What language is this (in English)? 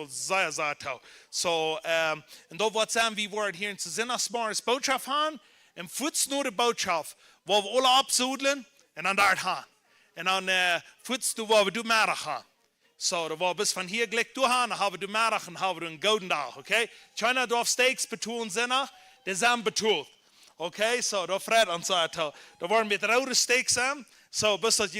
Plautdietsch